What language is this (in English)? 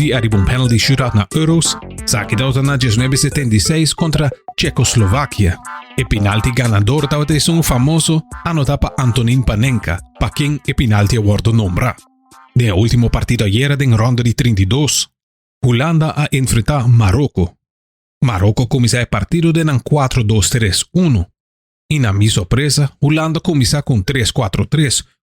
Papiamento